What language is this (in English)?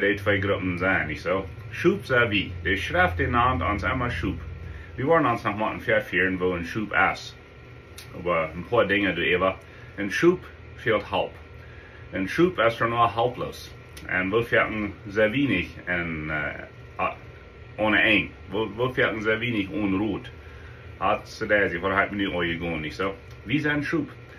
Plautdietsch